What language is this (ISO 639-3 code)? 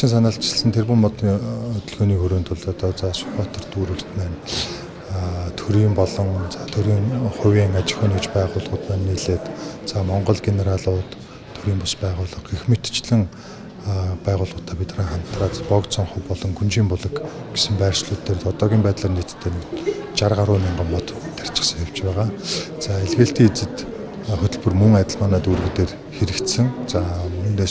mon